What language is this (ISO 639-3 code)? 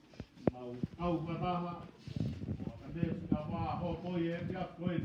ton